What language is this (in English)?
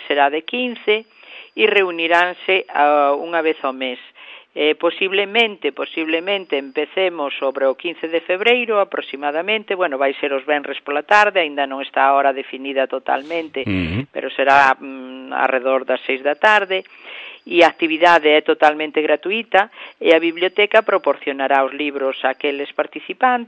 Galician